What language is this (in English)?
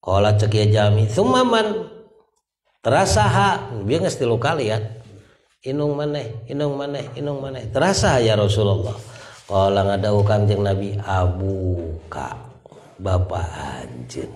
Sundanese